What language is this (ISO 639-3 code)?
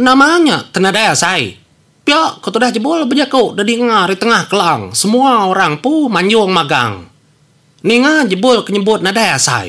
iba